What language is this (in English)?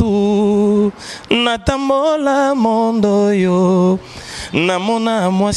Lingala